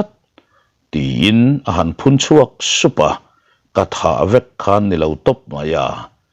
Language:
Mizo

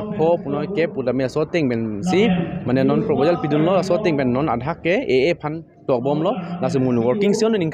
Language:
Karbi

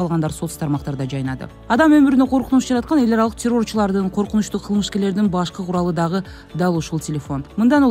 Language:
Kyrgyz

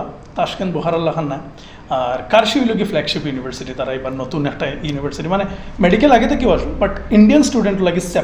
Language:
Sylheti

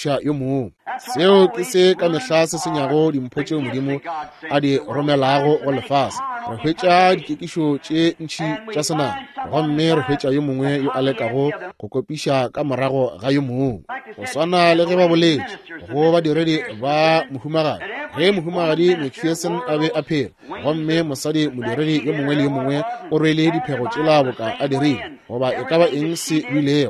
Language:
Northern Sotho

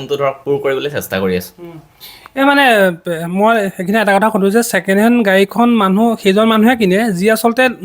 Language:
Assamese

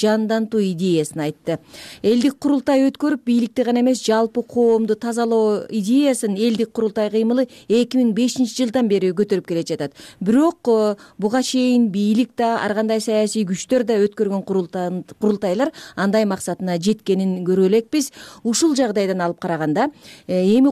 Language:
Kyrgyz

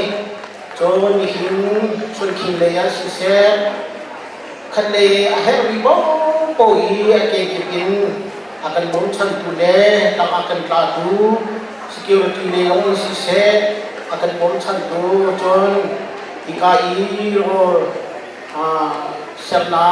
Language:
Hakha Chin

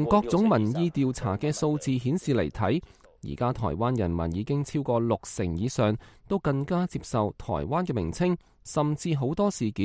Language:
Cantonese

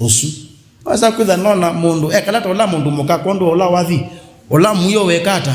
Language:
Kamba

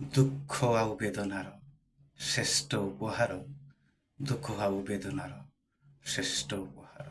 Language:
Odia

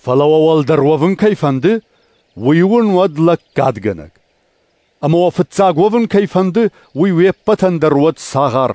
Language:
Ossetic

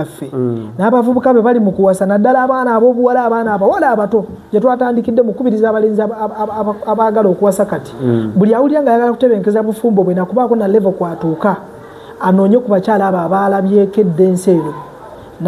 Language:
Ganda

